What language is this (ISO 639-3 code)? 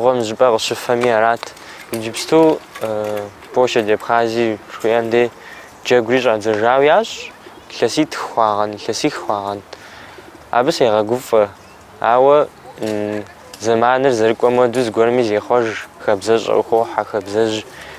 kbd